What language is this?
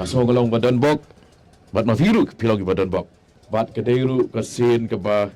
Khasi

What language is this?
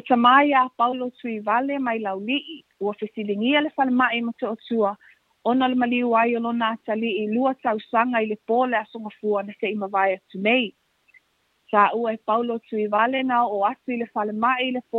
Samoan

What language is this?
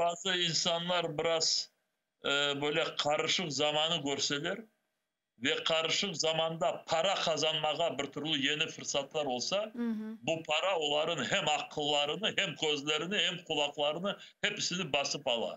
Crimean Tatar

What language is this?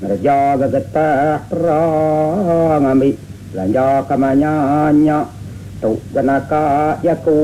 Iban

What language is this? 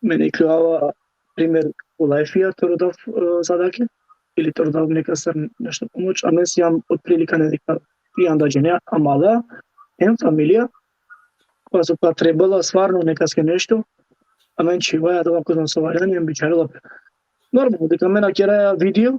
Balkan Romani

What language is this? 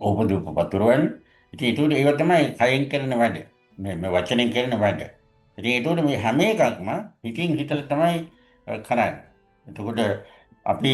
Sinhala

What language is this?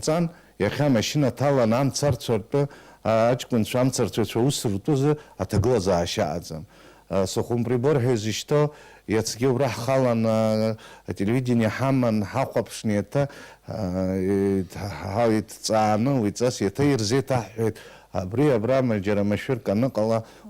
Abkhazian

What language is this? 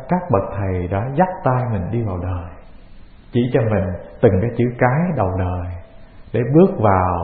Vietnamese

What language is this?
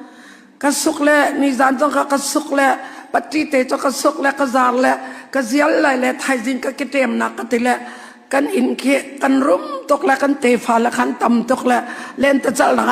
Hakha Chin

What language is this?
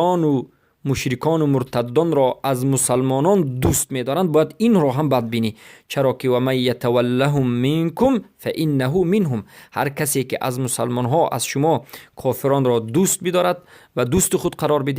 Persian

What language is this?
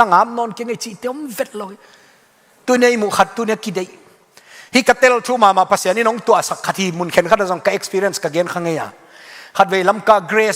Tedim Chin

